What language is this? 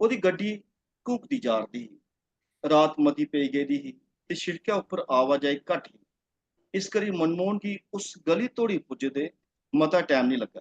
Dogri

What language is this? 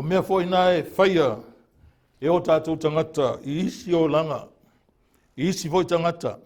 Samoan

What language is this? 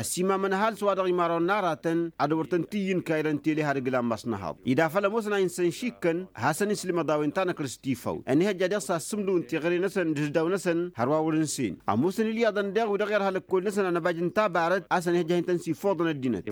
Tamasheq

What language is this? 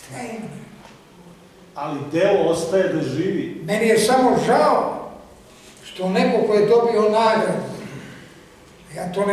Serbian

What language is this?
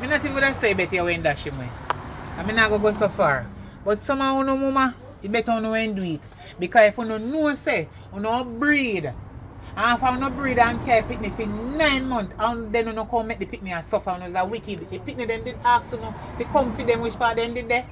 Jamaican Creole English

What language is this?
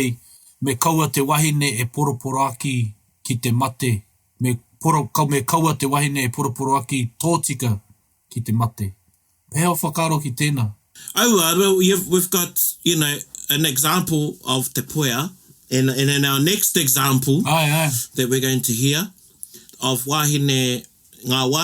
Māori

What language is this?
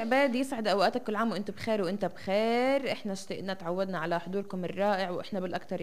North Levantine Arabic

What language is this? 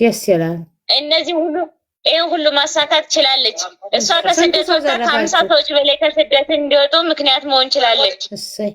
Amharic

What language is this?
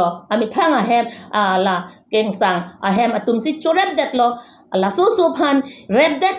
Karbi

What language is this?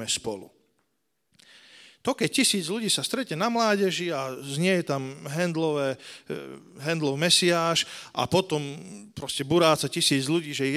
Slovak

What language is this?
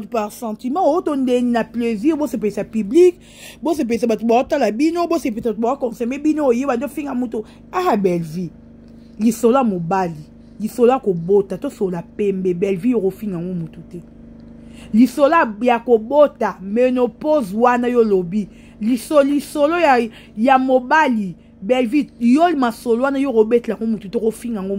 Lingala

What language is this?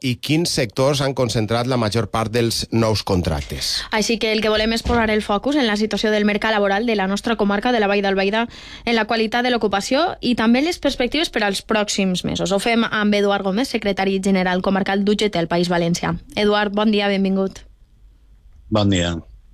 Catalan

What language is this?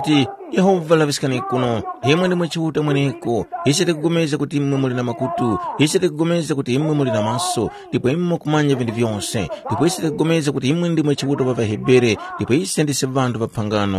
Tumbuka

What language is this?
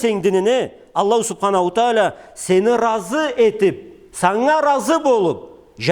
Karachay-Balkar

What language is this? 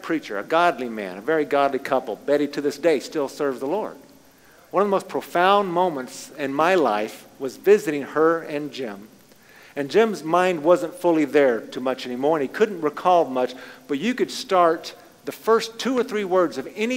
English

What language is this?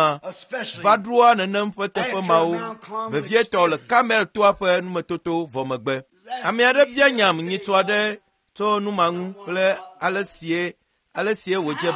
Ewe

